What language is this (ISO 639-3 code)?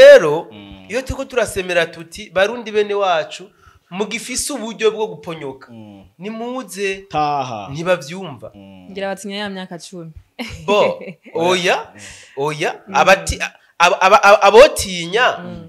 run